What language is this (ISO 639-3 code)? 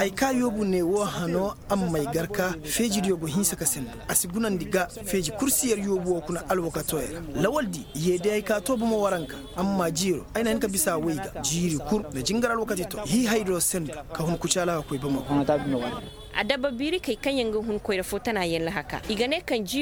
ses